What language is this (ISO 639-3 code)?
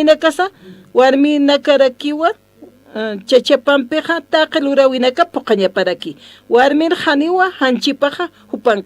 aym